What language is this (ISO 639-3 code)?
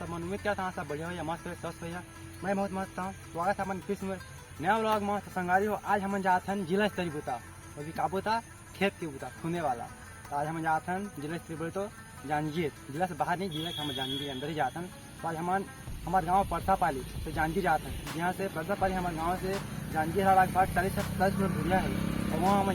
hne